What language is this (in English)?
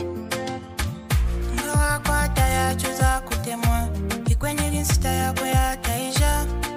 Swahili